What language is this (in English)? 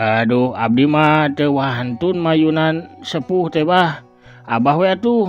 Sundanese